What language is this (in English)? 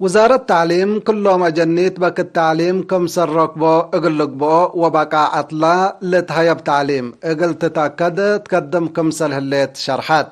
Tigre